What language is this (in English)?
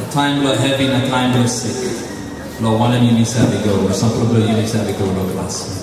Tok Pisin